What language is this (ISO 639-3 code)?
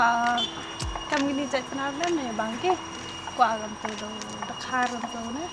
kha